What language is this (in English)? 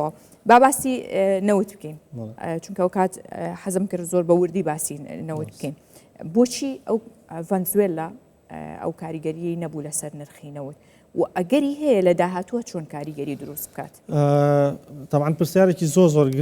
Central Kurdish